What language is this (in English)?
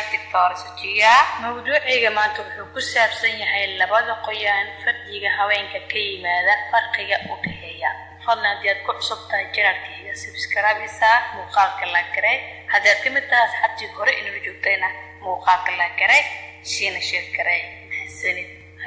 Somali